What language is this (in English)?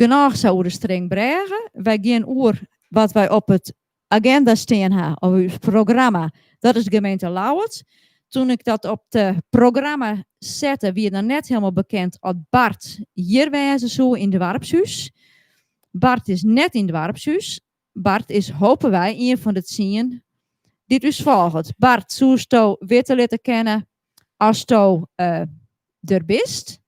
Western Frisian